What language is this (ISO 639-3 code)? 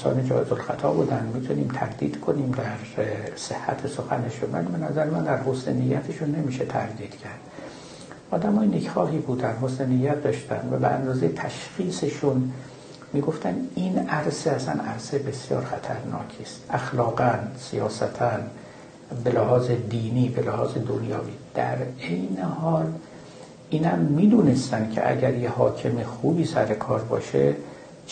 fas